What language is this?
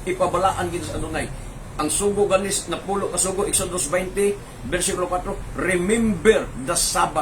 Cebuano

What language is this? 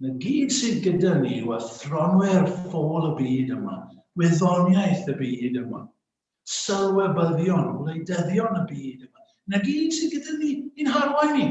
Welsh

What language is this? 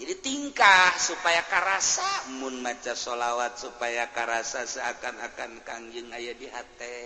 Sundanese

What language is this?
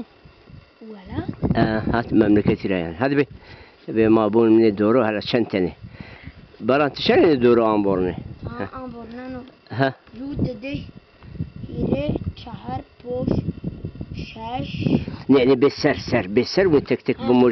Zaza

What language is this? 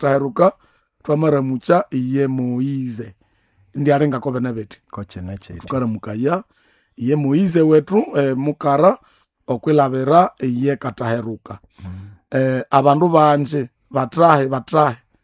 Nande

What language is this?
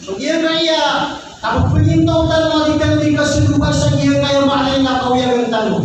Maranao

